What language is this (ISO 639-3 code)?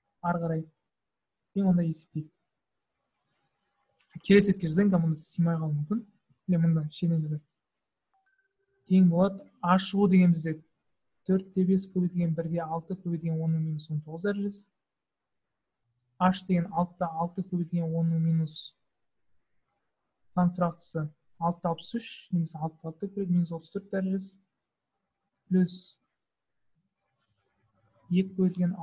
kaz